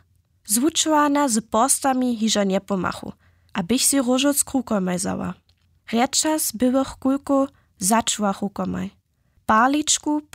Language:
Upper Sorbian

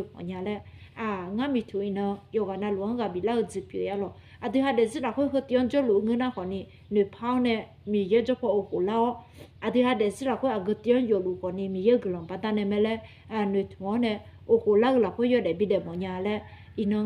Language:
Akha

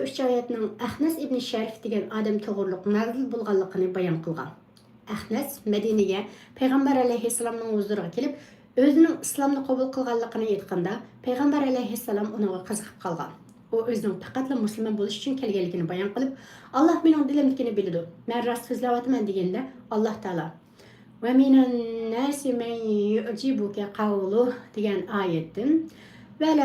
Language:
Uyghur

